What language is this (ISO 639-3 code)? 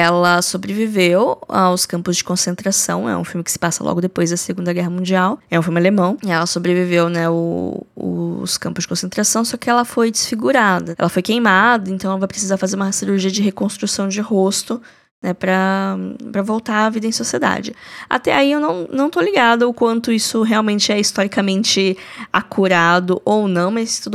por